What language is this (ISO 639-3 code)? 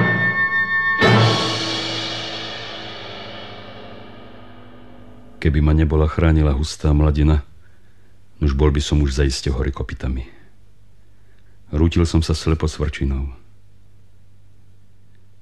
slk